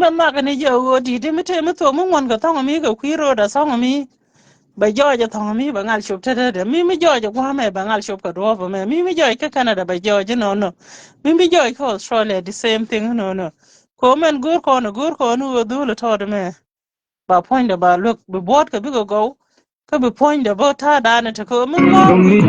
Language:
Nuer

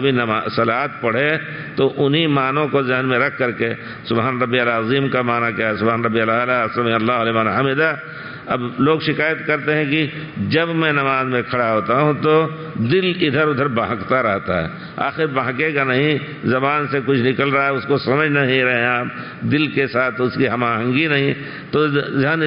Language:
Urdu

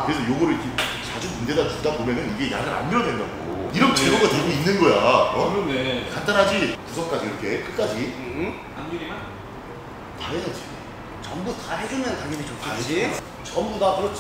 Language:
Korean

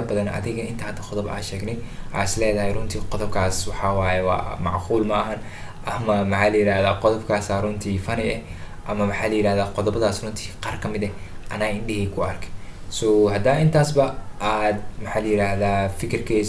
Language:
Somali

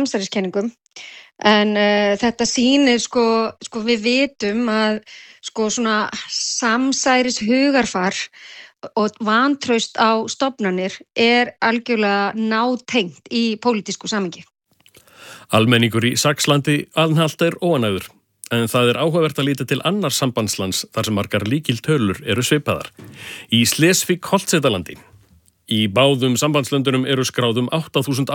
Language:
Icelandic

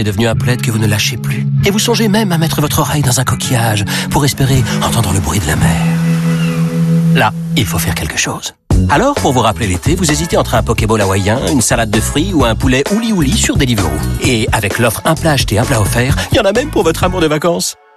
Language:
French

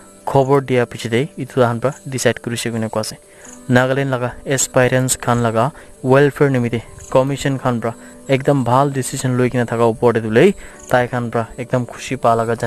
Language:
Naga Pidgin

